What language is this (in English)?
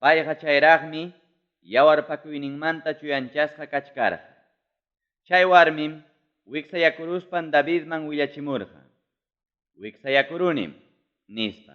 Ayacucho Quechua